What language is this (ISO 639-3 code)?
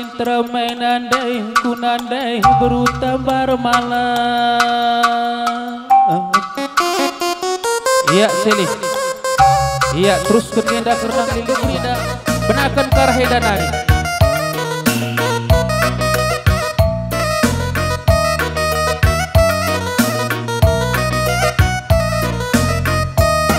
btx